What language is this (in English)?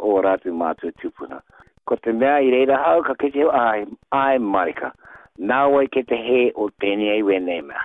Māori